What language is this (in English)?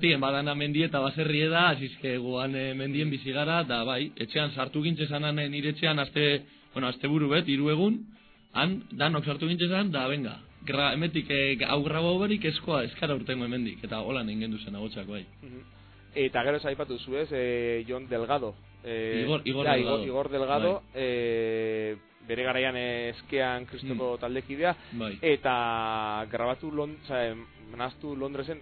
Basque